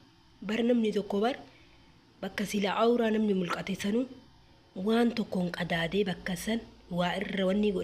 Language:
Oromo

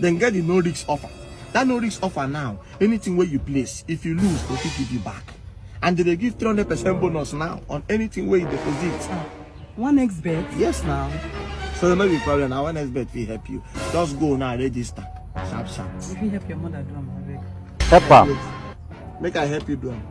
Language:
Nigerian Pidgin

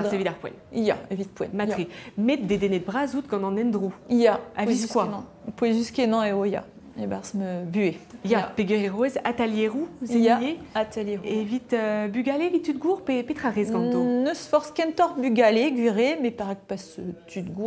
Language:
Breton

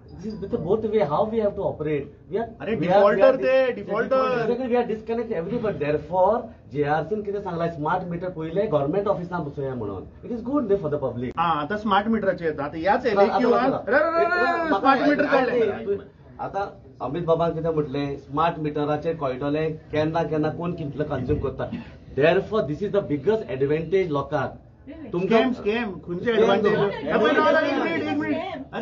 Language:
Konkani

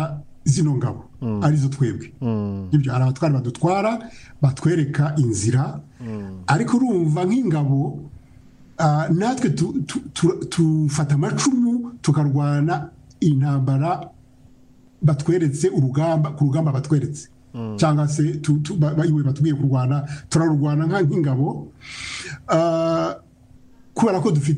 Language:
Kinyarwanda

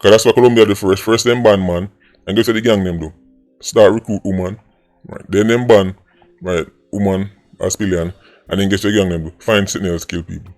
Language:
Jamaican Creole English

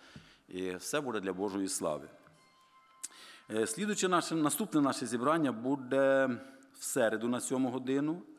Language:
Ukrainian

